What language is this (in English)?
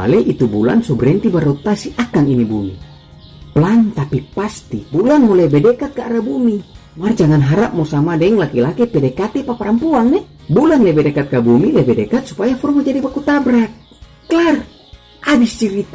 Manado Malay